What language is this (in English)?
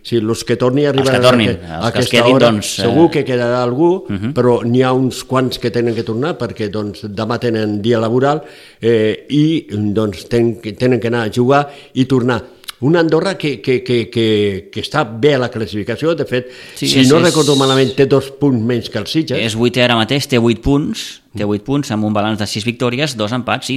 Catalan